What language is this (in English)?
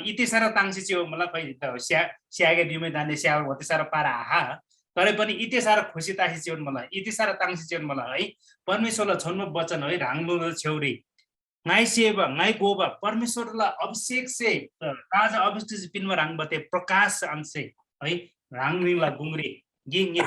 Eastern Tamang